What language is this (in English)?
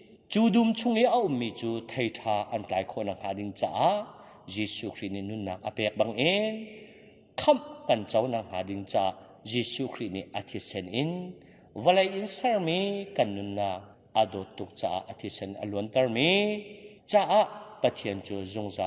Hakha Chin